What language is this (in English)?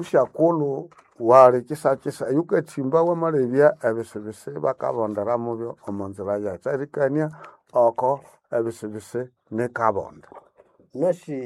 Nande